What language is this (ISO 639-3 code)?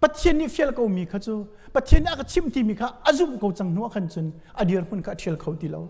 cnh